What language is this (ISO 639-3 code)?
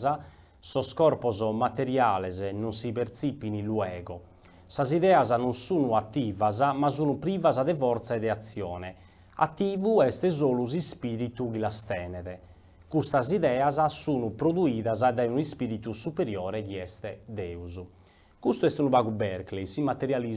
srd